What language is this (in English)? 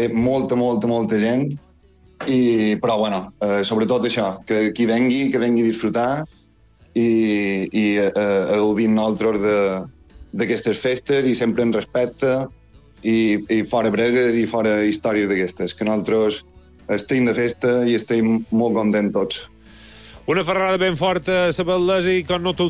Catalan